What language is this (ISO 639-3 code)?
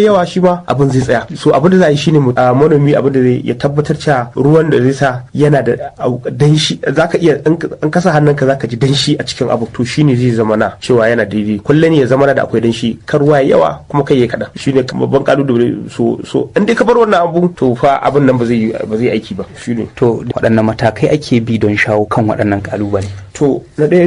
hau